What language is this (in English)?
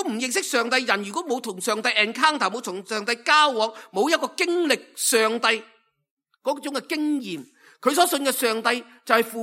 Cantonese